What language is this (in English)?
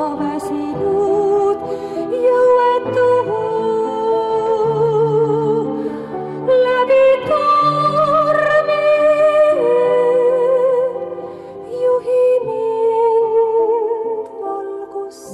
Estonian